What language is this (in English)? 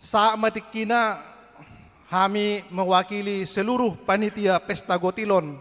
Batak Toba